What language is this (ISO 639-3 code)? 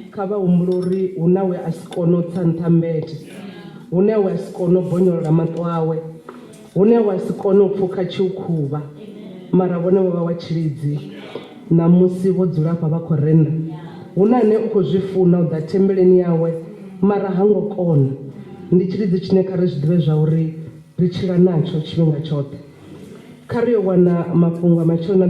ven